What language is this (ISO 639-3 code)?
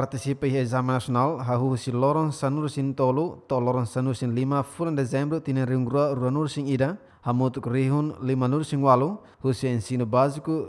tet